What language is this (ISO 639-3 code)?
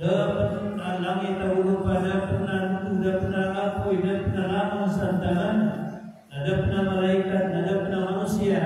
mrw